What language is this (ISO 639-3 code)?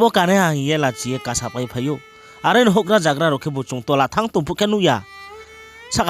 ria